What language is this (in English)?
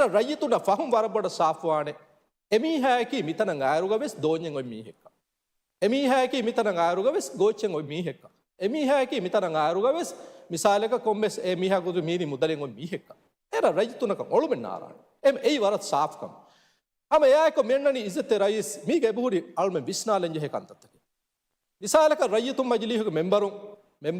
Divehi